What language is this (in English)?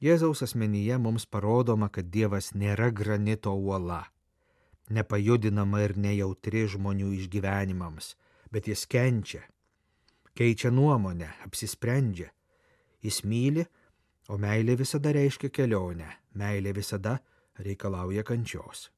Lithuanian